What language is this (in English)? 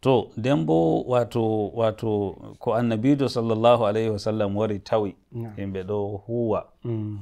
Nigerian Fulfulde